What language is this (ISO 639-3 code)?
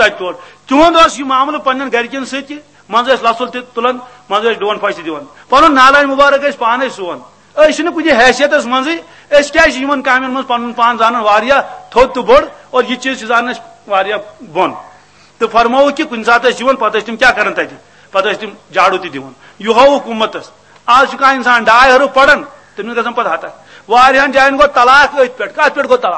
kas